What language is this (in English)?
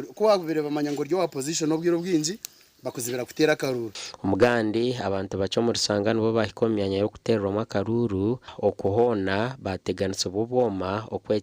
Nyankole